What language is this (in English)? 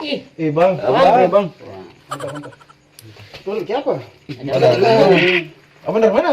Ambonese Malay